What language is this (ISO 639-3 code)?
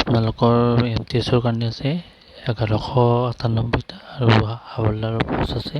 asm